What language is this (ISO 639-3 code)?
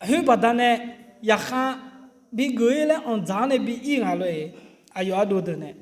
ahk